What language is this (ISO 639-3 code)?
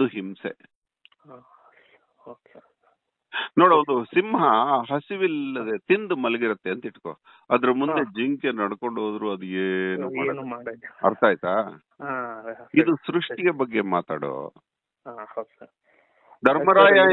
kan